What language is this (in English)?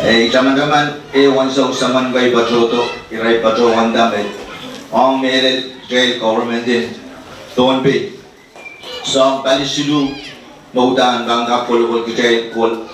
Pohnpeian